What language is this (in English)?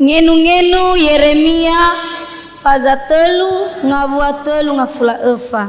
Nias